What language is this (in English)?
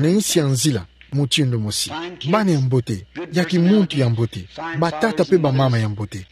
Kituba (Democratic Republic of Congo)